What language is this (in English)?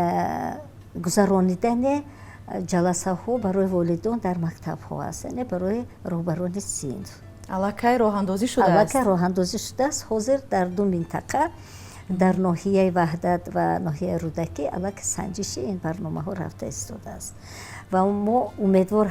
Tajik